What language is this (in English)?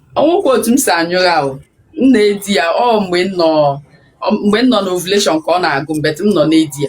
Igbo